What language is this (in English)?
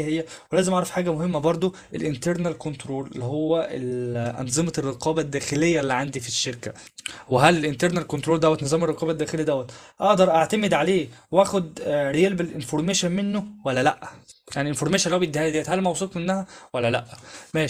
Egyptian Arabic